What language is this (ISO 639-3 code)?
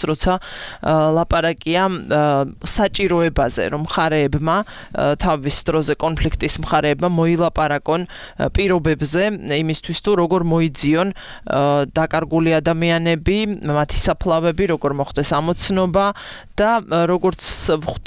kat